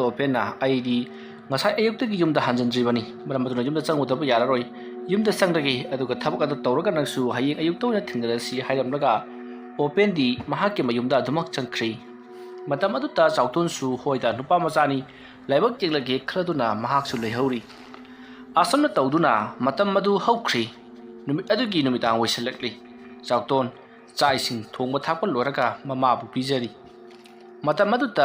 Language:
Manipuri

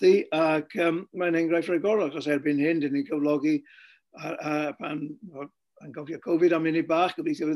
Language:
Welsh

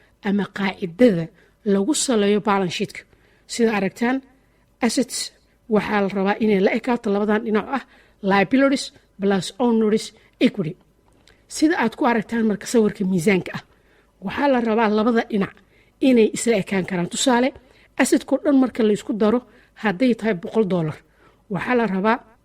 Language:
Somali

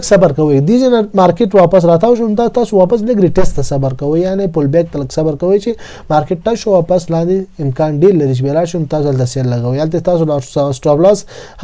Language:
Pashto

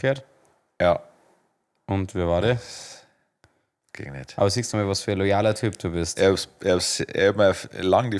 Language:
Bavarian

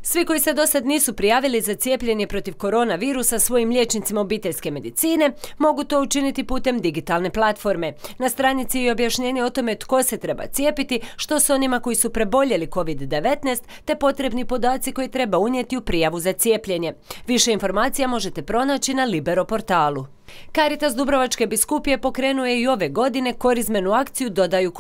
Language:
Croatian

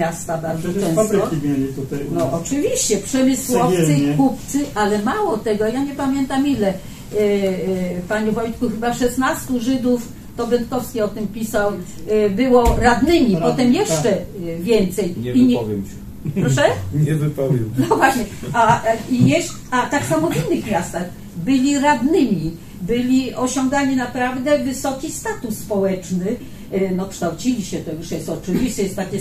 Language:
Polish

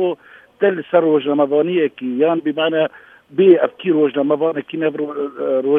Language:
Kurdish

